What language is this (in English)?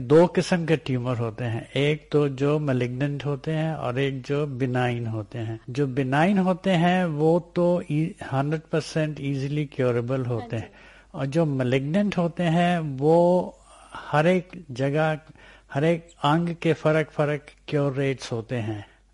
Hindi